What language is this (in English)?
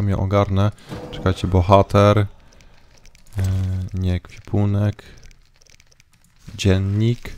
Polish